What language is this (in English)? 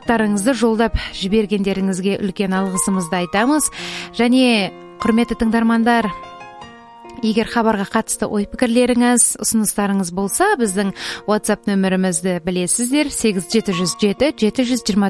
Kazakh